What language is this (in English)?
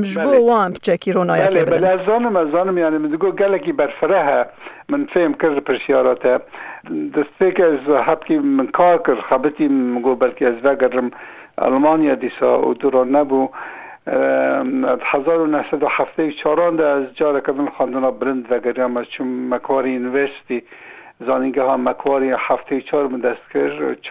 Kurdish